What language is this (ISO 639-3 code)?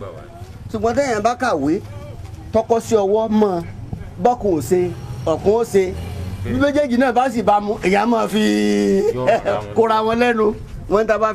yor